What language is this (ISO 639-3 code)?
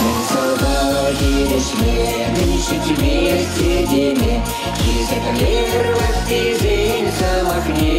chv